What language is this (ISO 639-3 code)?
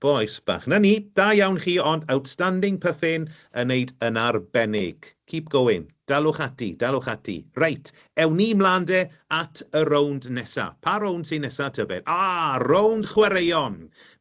cym